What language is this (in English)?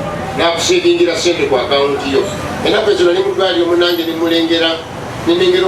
Ganda